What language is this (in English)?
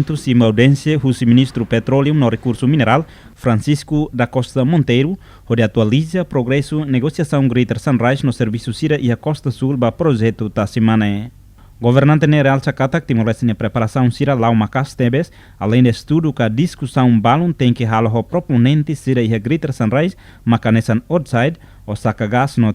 Tetum